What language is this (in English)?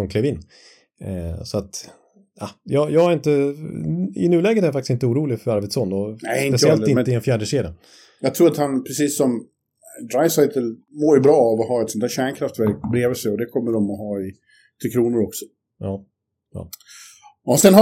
Swedish